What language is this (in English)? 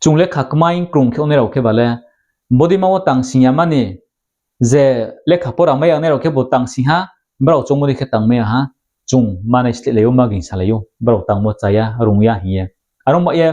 Riang (India)